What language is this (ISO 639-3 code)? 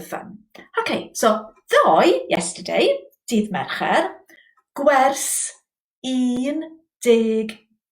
cym